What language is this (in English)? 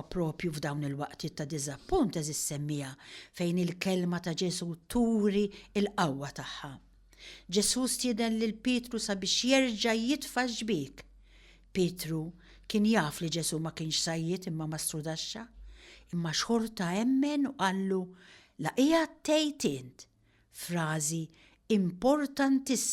Maltese